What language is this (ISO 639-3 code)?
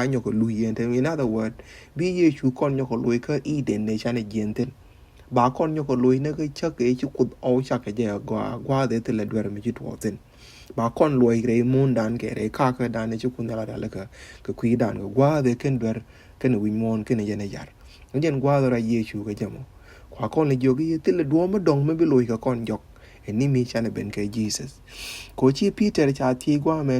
nus